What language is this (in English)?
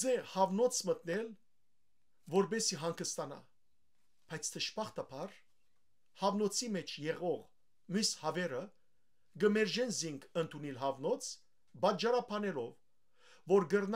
Western Armenian